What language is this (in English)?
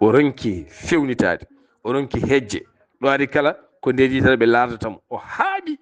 Fula